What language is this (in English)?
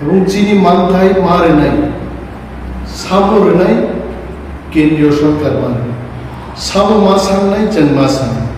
Kok Borok